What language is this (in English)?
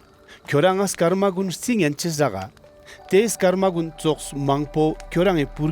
Ladakhi